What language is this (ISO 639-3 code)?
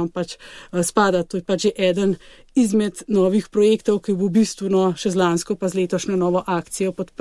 slv